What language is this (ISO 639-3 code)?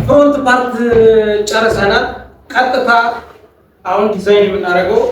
amh